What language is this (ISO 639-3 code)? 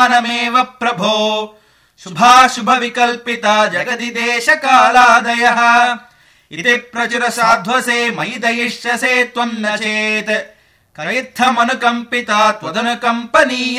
san